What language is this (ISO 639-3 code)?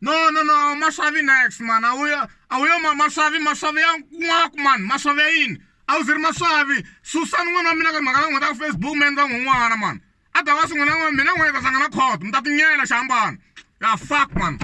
tso